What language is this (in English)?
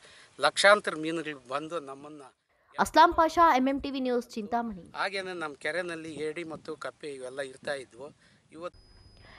Kannada